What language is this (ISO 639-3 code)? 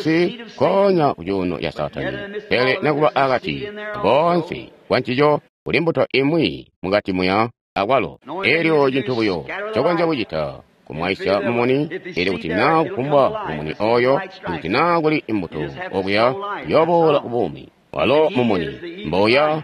toi